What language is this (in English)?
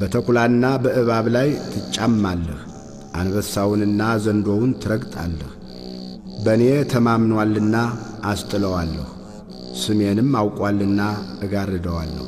Amharic